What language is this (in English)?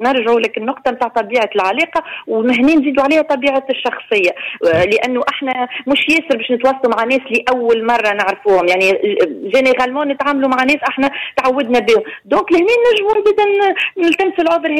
Tunisian Arabic